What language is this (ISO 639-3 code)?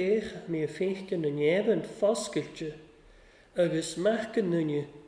cym